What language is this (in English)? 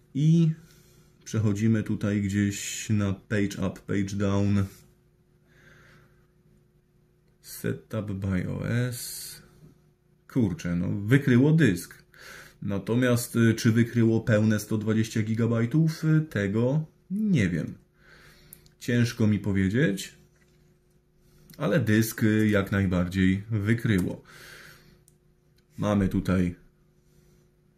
Polish